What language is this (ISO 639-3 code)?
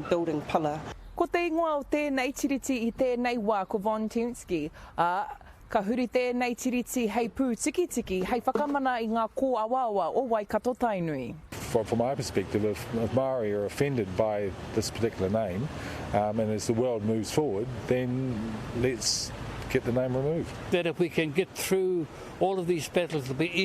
mri